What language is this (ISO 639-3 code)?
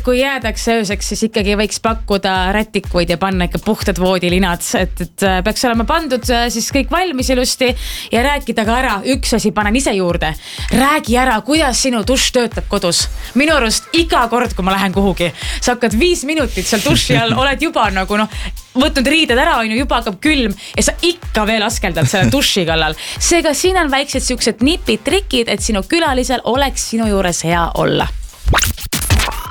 est